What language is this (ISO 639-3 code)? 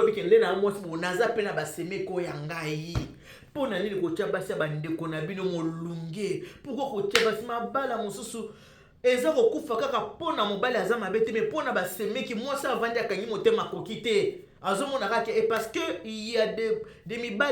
lin